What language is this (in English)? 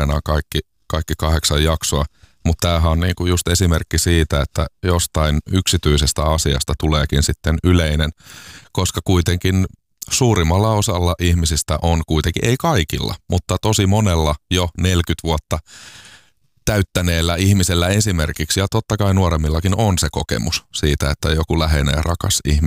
Finnish